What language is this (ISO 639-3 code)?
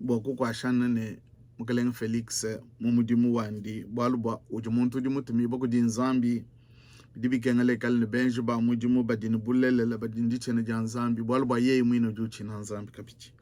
lua